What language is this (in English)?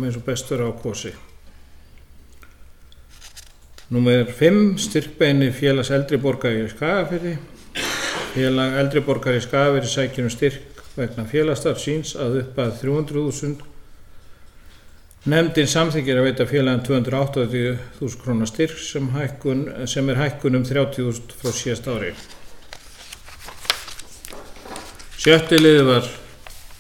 Icelandic